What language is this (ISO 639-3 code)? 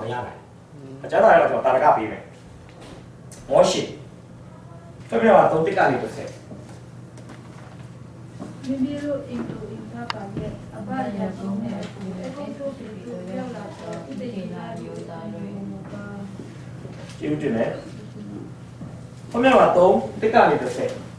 mya